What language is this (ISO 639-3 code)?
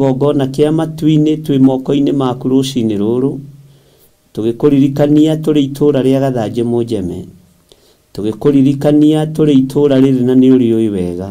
kik